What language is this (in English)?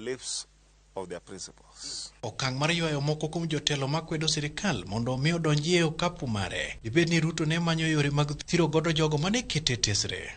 Luo (Kenya and Tanzania)